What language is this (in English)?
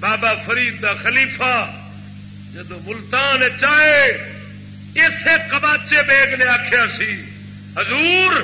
Saraiki